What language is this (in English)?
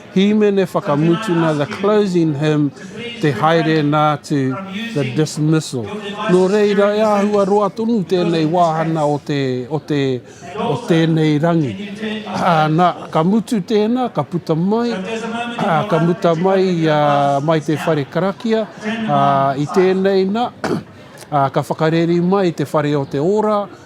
Māori